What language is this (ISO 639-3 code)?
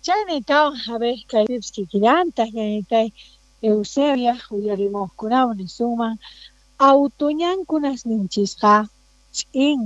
quh